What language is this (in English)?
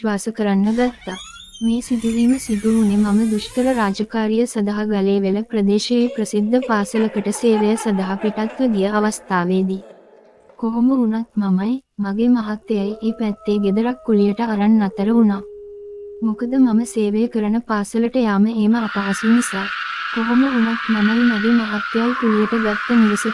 Sinhala